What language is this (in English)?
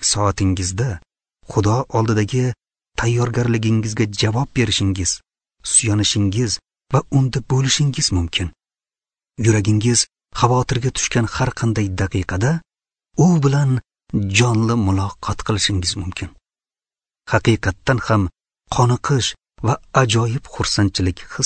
Uzbek